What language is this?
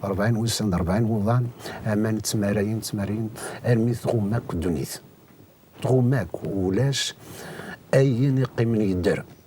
Kabyle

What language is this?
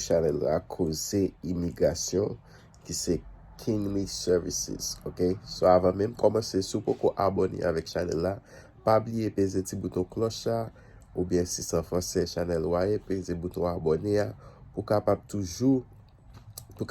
Haitian Creole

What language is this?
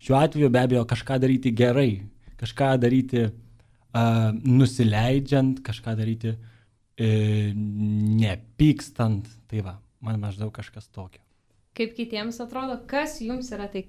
Lithuanian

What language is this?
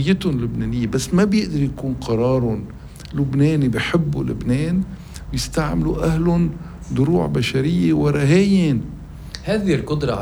North Levantine Arabic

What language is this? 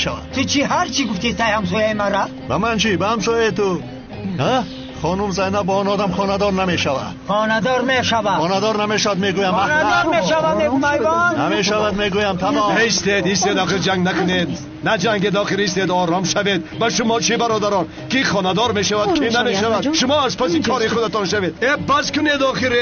Tajik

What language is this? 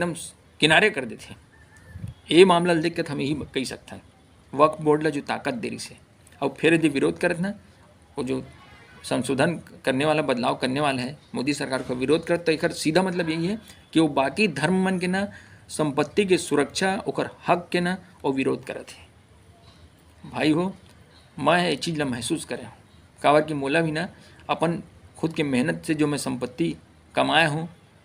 Chhattisgarhi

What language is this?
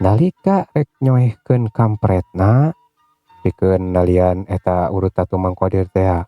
Sundanese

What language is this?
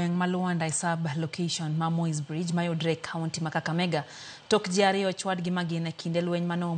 Luo (Kenya and Tanzania)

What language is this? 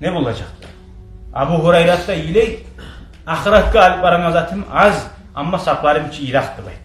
Kumyk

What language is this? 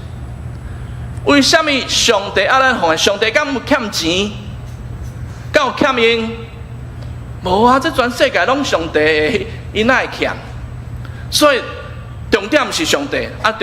Min Nan Chinese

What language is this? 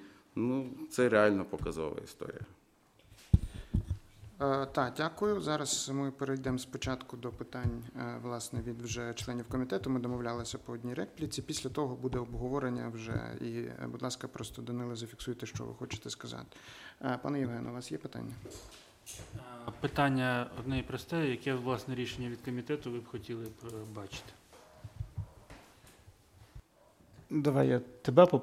Ukrainian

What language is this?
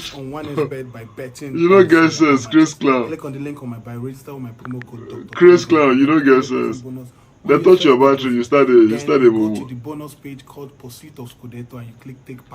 Nigerian Pidgin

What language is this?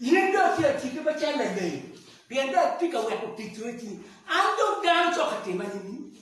Acoli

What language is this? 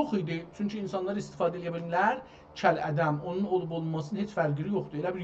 South Azerbaijani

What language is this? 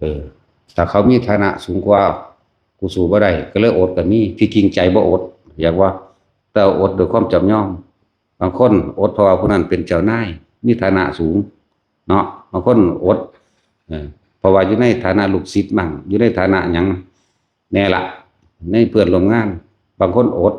Northeastern Thai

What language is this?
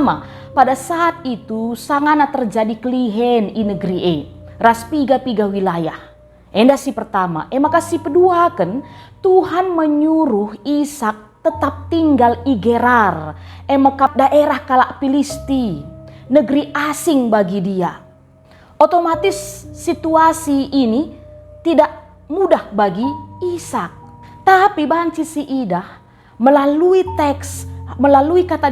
Batak Karo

